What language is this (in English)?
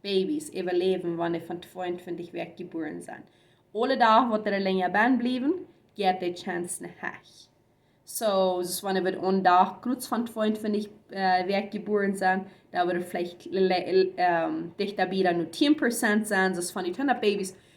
Plautdietsch